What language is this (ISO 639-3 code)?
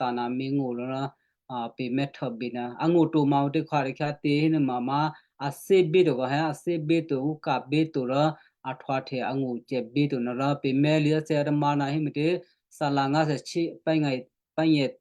kyu